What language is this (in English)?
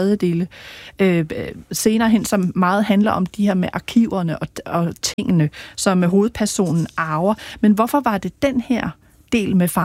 Danish